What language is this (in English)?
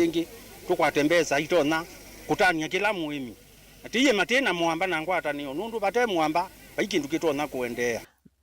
Kamba